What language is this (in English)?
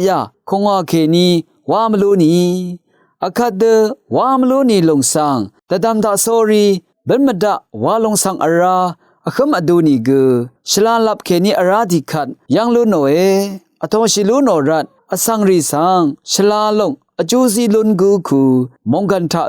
Rawang